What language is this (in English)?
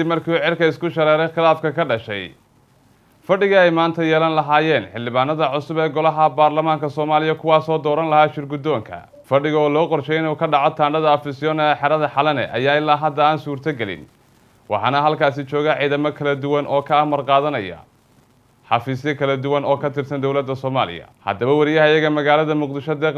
Somali